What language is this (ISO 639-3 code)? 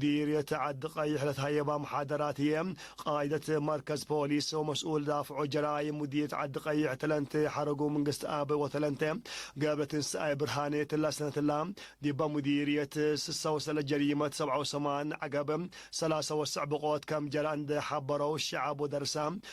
tig